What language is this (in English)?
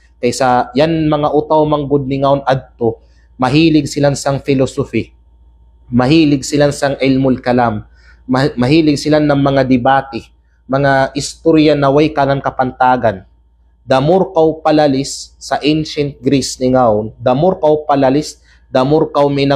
Kalagan